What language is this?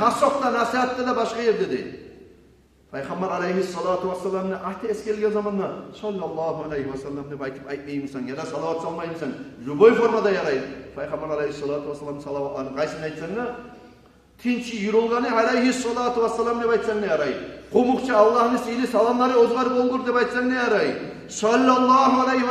Kumyk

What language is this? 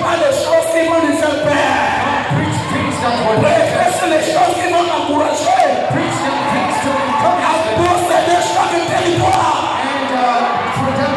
French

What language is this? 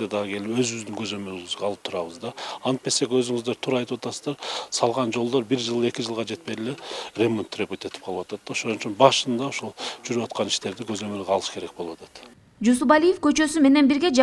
Kyrgyz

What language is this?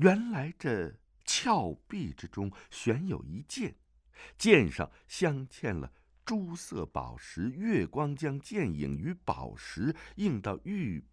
Chinese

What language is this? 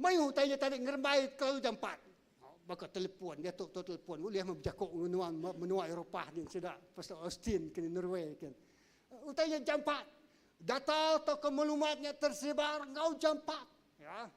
Iban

